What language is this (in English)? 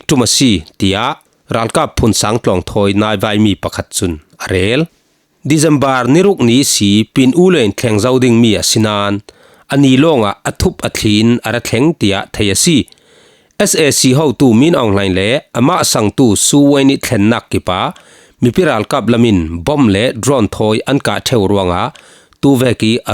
Falam Chin